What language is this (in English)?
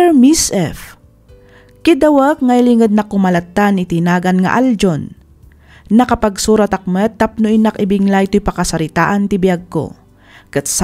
Iloko